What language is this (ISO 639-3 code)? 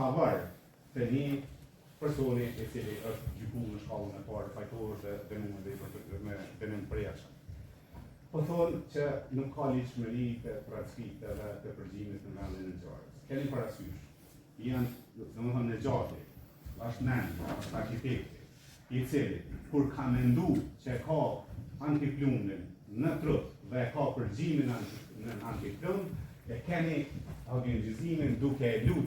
sqi